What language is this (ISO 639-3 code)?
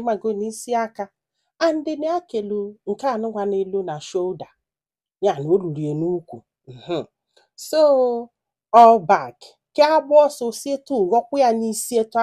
ibo